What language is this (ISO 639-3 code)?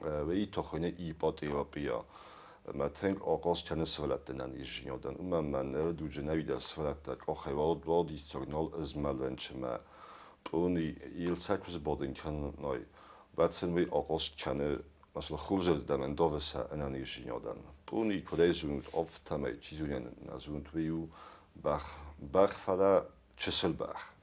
oss